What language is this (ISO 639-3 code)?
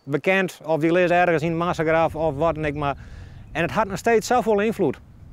fry